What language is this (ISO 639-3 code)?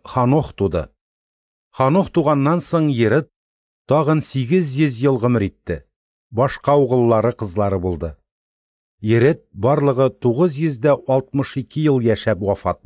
tat